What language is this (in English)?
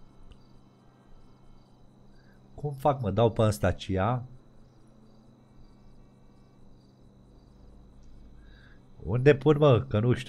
Romanian